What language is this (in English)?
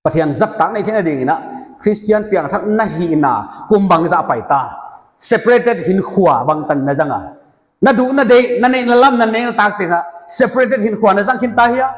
Paite Chin